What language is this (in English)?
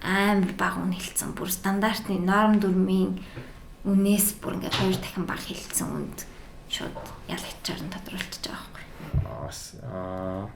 Mongolian